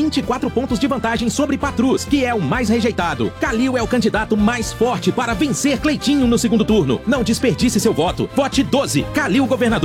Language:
Portuguese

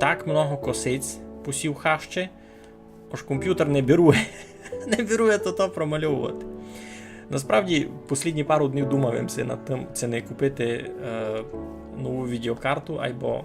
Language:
Rusyn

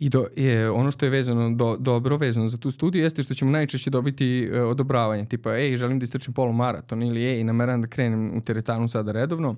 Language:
Serbian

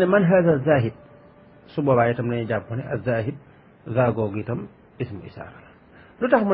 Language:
Wolof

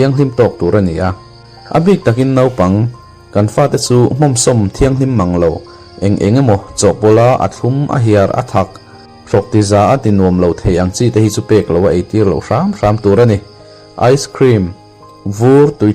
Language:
Mizo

